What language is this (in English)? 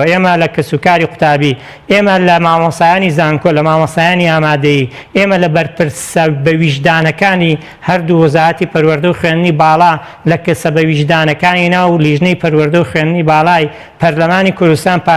Central Kurdish